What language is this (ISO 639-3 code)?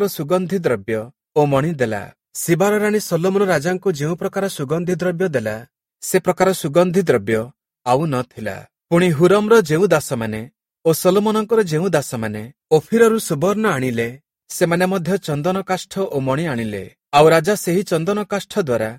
ori